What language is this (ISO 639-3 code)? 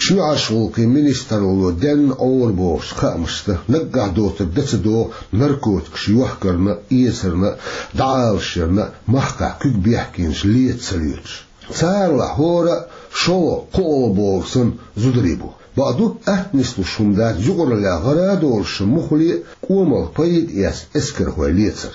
che